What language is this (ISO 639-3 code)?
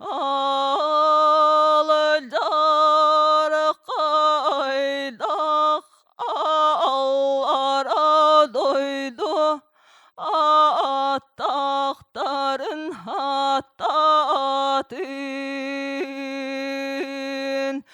sah